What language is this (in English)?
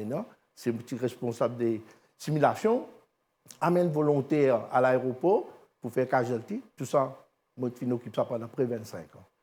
Morisyen